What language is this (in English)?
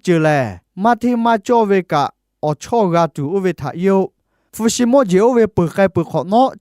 Lahu